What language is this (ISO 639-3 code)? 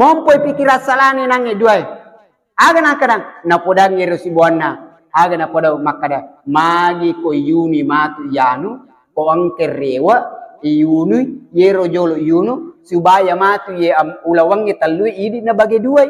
bug